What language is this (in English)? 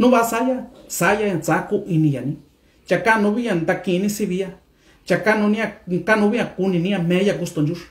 Mixtepec Mixtec